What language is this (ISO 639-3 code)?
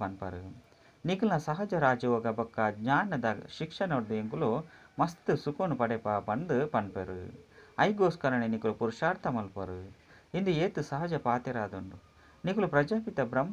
tcy